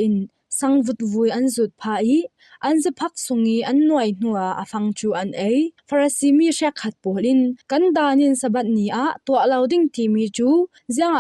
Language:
Falam Chin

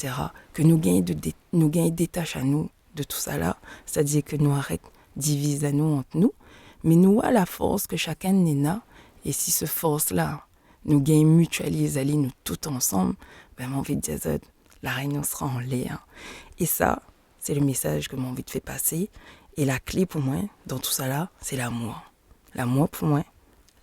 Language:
Réunion Creole French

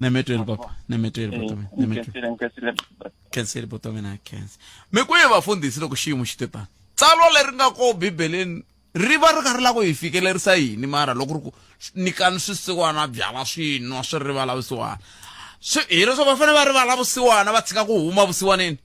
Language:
Tsonga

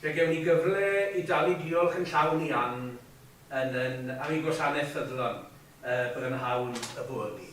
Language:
Welsh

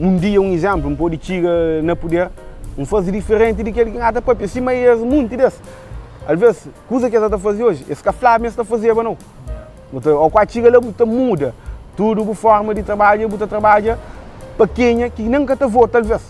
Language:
Kabuverdianu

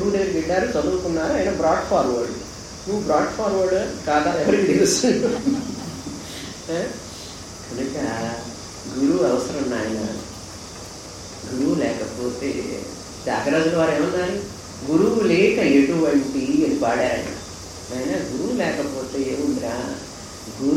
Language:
Telugu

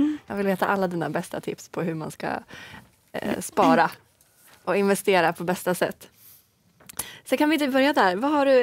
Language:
Swedish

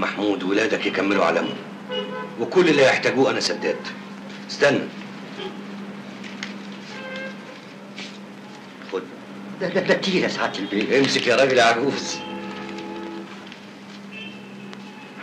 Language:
Egyptian Arabic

